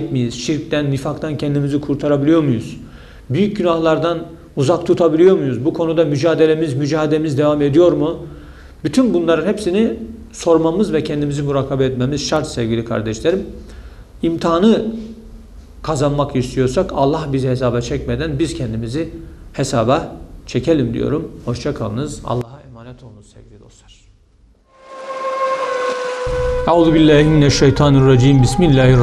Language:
Turkish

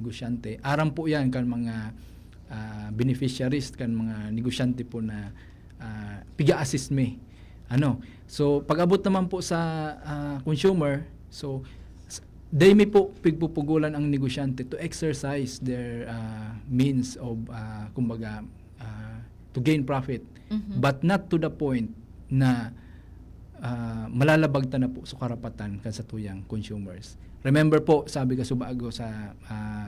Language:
Bikol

